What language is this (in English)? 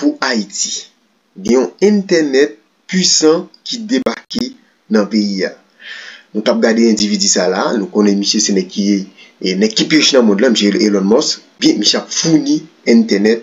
Haitian Creole